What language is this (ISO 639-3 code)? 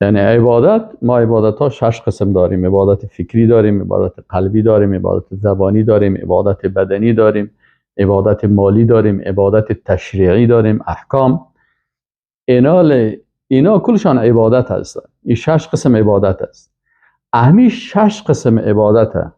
fas